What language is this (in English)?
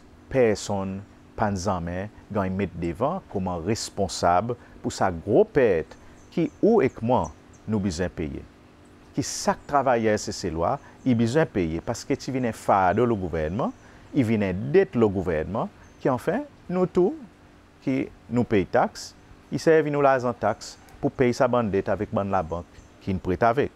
Seselwa Creole French